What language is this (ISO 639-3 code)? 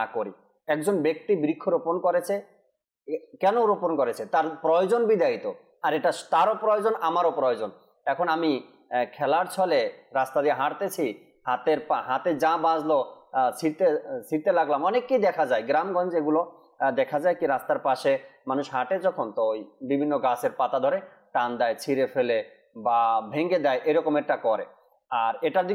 ben